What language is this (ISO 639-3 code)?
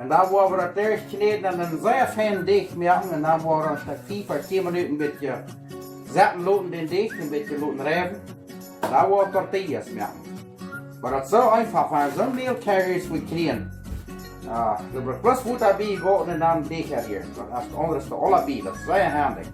pdt